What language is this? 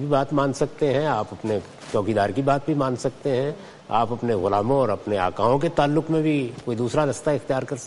Urdu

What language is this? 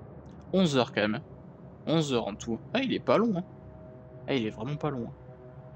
French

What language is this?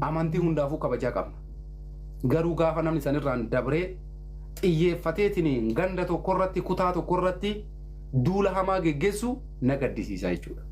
Oromo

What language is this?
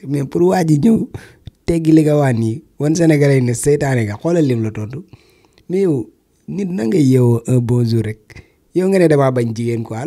Wolof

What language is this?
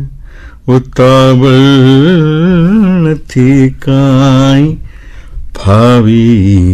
Gujarati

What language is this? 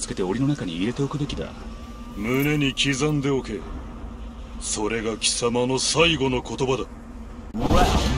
Japanese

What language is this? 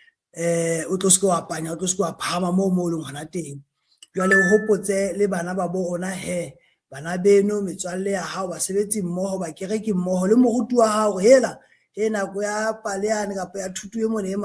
Southern Sotho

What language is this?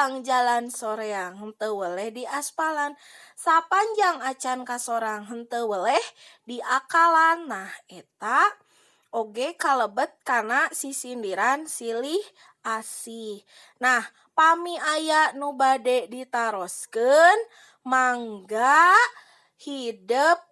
Sundanese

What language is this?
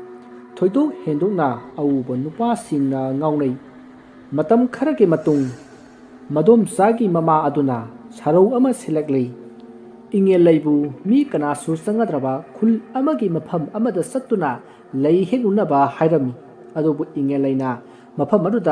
Manipuri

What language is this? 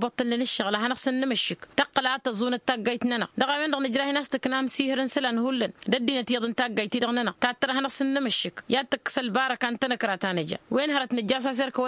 Tamasheq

